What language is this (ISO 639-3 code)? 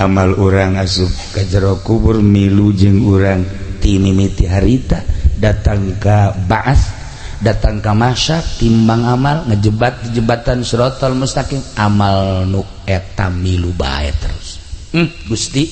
sun